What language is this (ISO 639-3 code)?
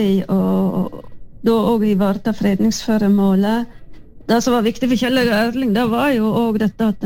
nor